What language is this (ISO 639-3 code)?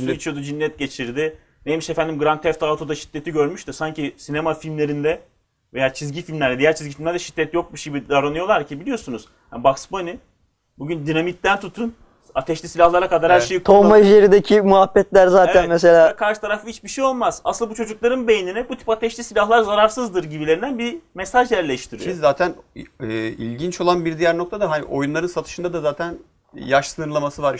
tur